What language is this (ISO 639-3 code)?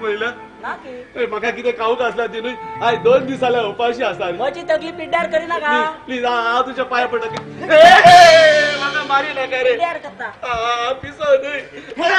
kok